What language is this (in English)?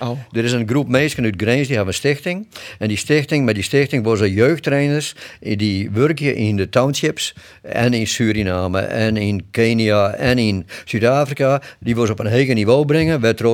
Western Frisian